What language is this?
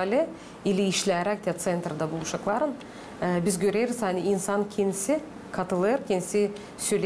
Gagauz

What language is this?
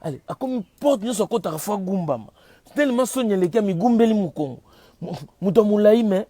Lingala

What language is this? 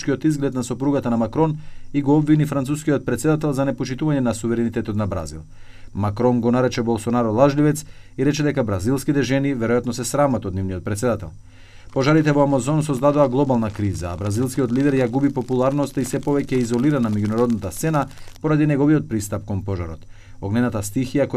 Macedonian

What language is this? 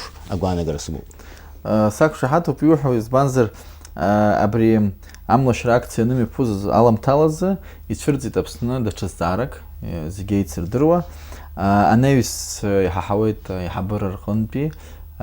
Abkhazian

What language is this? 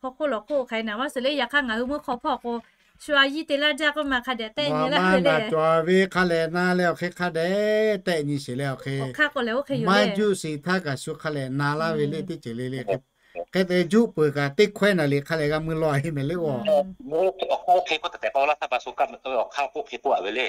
Lahu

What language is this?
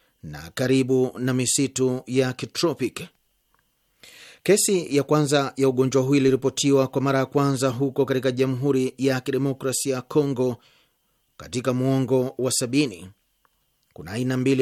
Swahili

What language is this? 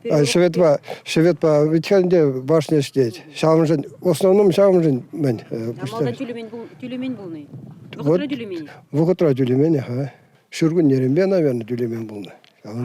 Chuvash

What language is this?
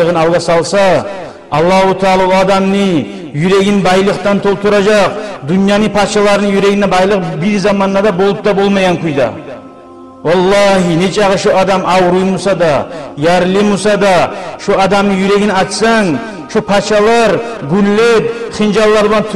Kumyk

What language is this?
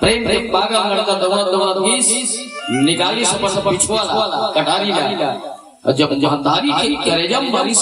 Chhattisgarhi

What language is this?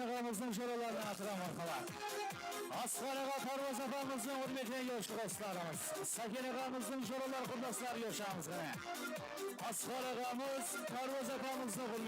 Kara-Kalpak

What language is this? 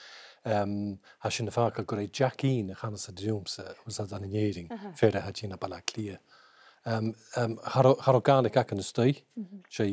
Scottish Gaelic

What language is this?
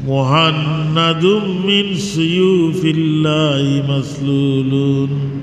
Sylheti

